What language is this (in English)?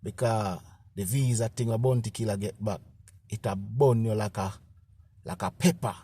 Jamaican Creole English